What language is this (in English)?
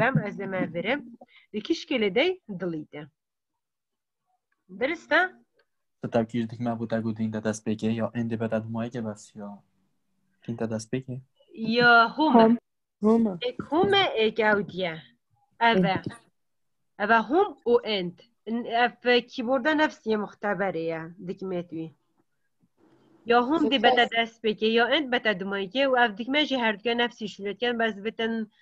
Persian